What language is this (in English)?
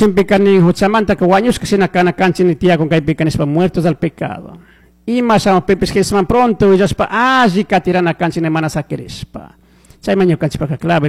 Chimborazo Highland Quichua